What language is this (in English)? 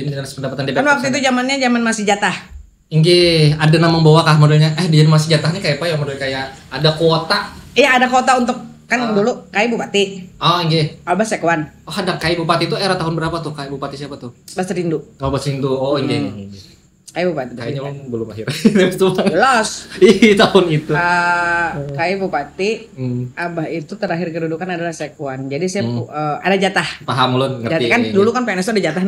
Banjar